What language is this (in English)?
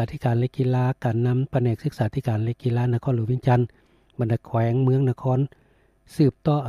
Lao